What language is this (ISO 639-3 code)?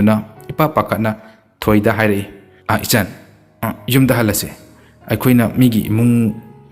mni